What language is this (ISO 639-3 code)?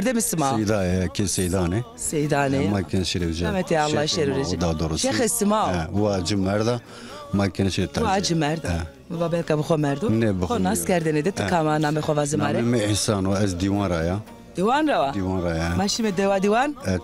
zza